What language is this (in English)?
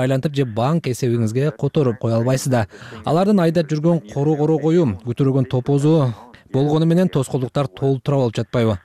Kyrgyz